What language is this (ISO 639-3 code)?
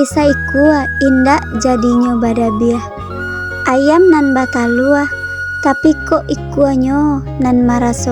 min